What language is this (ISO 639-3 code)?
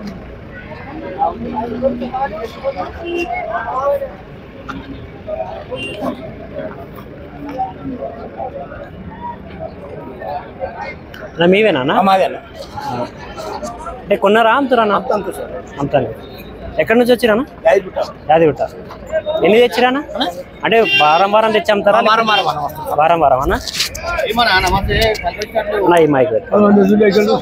tel